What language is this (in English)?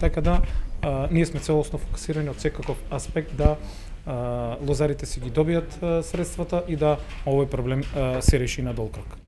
Macedonian